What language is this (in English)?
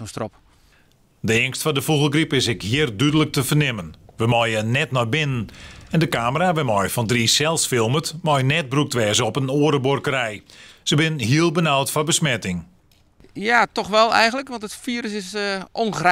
Western Frisian